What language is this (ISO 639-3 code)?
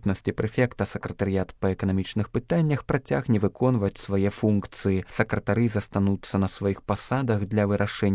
bel